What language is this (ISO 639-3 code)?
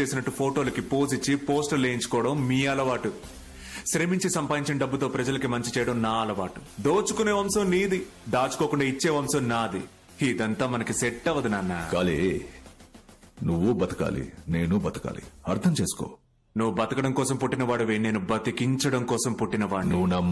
tel